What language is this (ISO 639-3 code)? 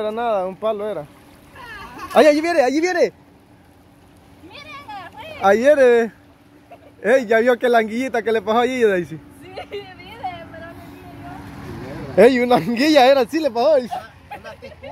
spa